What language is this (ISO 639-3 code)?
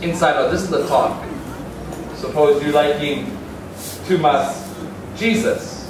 tpi